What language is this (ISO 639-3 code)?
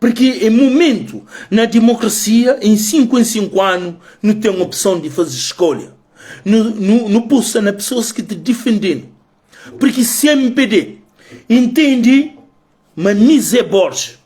kea